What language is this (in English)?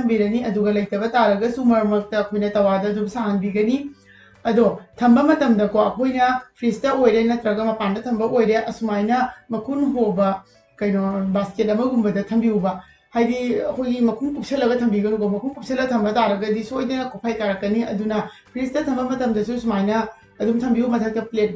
Manipuri